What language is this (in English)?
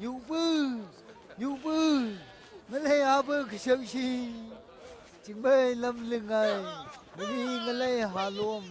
Phom Naga